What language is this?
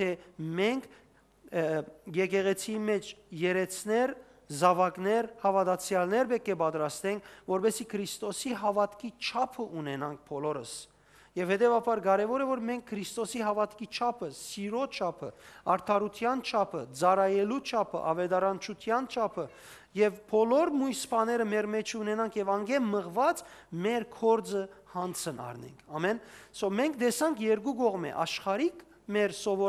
Western Armenian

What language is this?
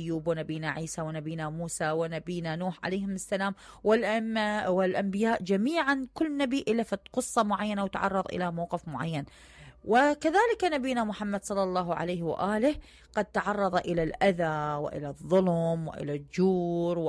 Mesopotamian Arabic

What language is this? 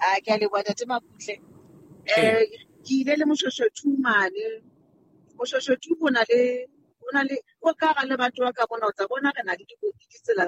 Southern Sotho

